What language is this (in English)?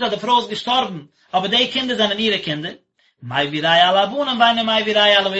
Yiddish